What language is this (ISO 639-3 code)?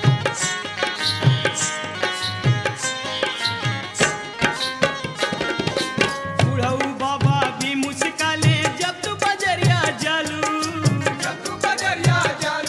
bho